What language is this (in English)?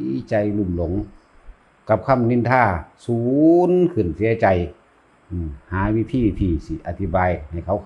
Northeastern Thai